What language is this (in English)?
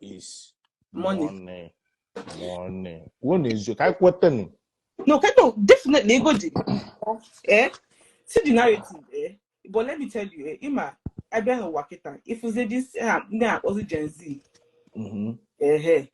Igbo